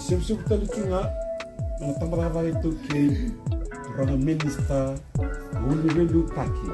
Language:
Fijian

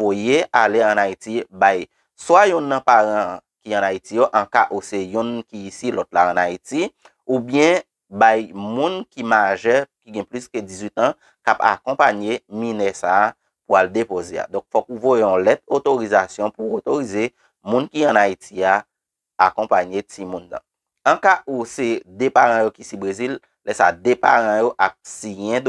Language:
Haitian Creole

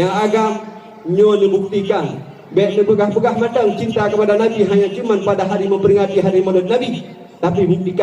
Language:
Achinese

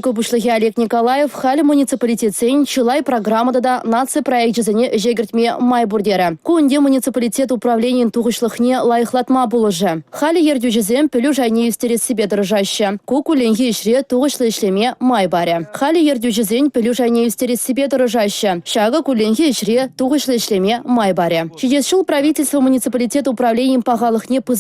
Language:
Chuvash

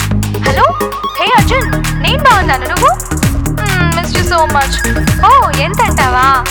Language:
Telugu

